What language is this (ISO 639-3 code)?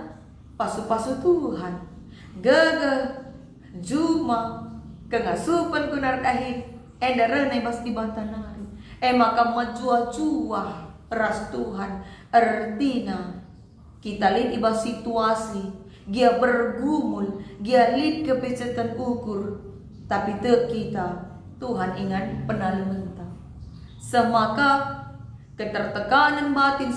btx